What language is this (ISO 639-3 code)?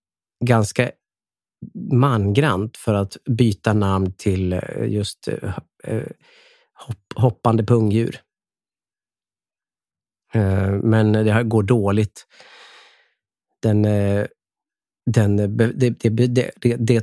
swe